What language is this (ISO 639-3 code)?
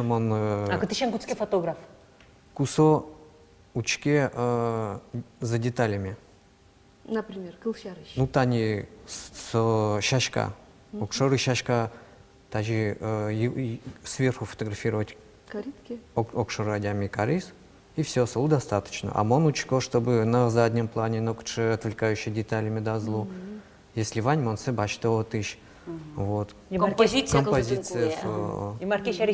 udm